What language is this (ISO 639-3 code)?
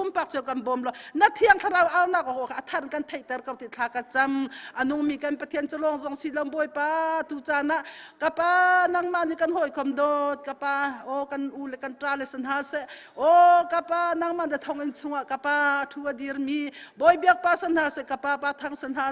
cnh